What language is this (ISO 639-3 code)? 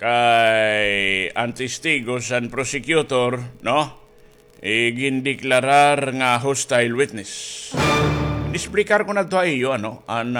war